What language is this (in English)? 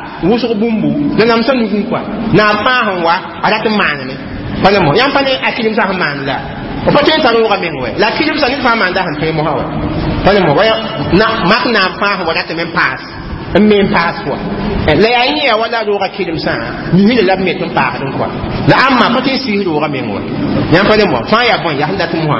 Mossi